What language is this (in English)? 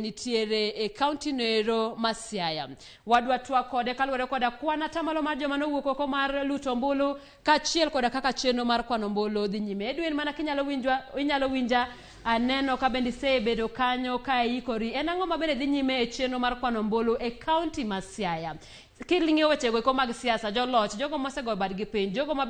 Luo (Kenya and Tanzania)